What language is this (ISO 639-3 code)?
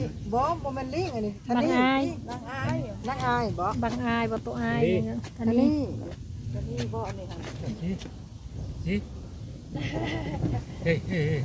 lao